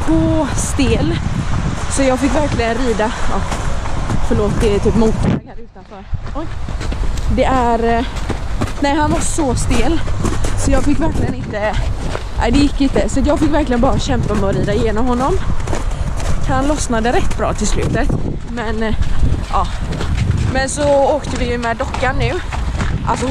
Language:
Swedish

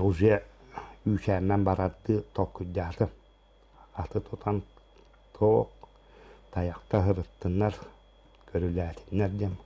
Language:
Yakut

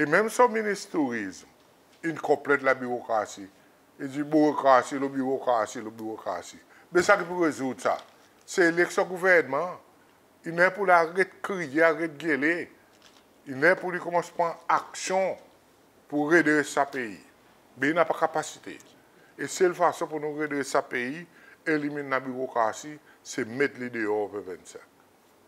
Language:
Seselwa Creole French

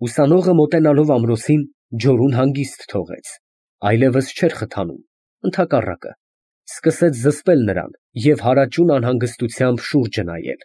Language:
Armenian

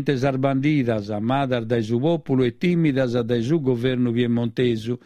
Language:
Sardinian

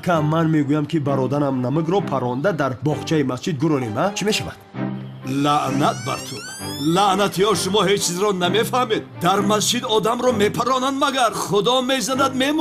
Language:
Tajik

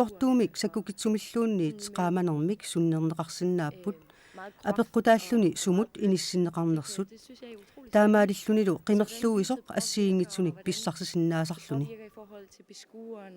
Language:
Kalaallisut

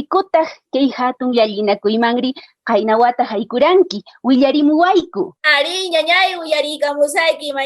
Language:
Quechua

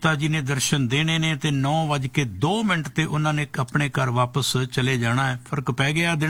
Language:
Punjabi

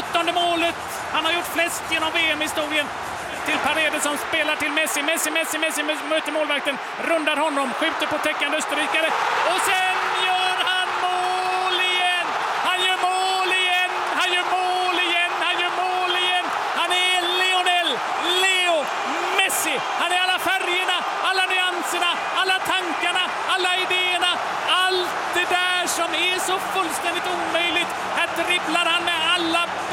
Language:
Swedish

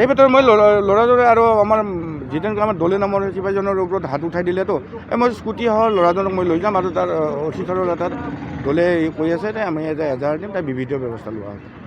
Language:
Assamese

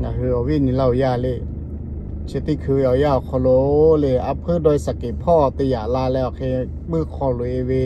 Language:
Lahu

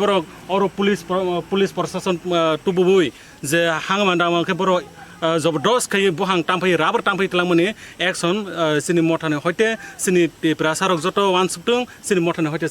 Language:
Kok Borok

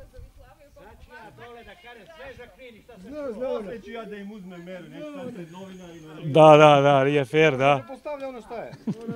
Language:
Serbian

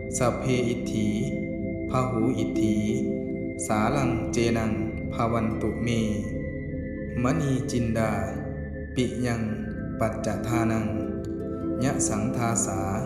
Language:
Pali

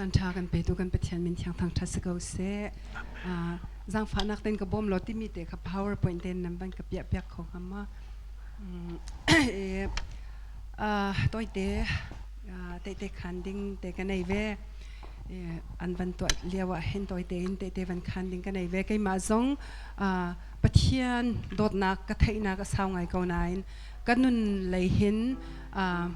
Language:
Hakha Chin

